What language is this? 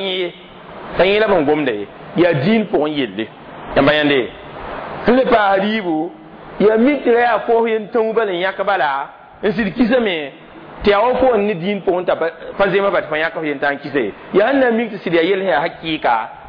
Mossi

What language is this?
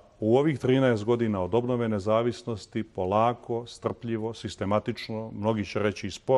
Serbian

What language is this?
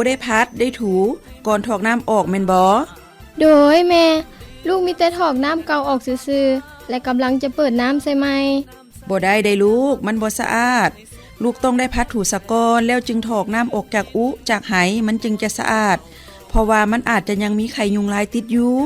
Lao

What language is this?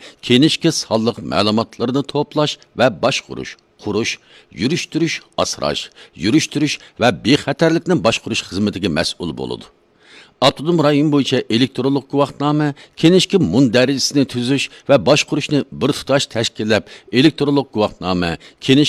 Uyghur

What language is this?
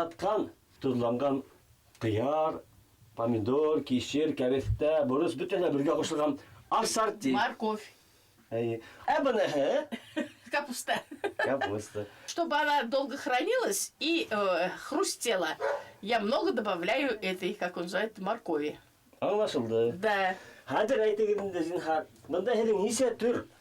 Bashkir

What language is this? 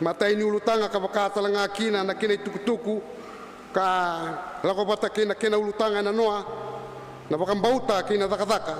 Fijian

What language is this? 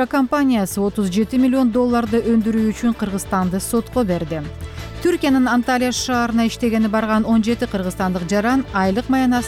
Kyrgyz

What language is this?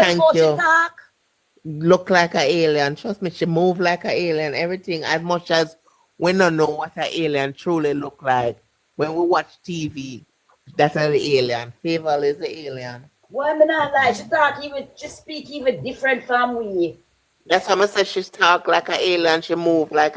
Jamaican Creole English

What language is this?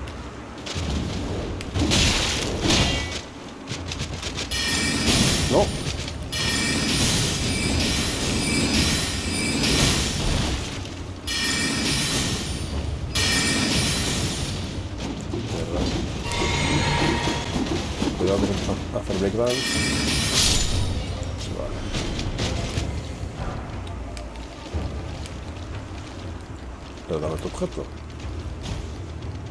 Spanish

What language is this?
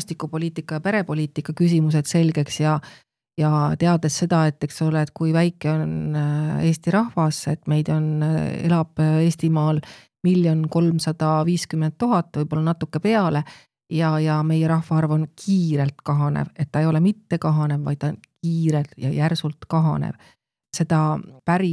Estonian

